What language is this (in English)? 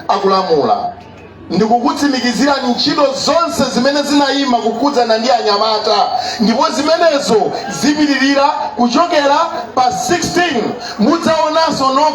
Nyanja